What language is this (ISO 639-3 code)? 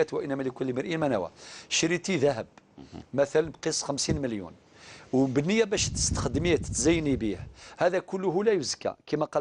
arq